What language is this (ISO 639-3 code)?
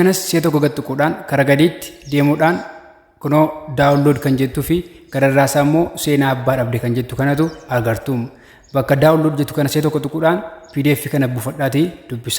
orm